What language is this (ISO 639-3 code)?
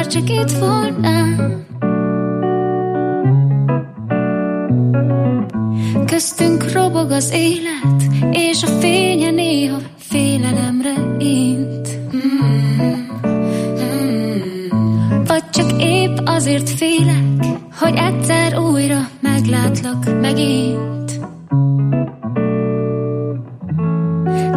hun